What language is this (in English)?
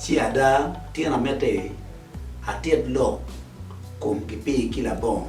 Acoli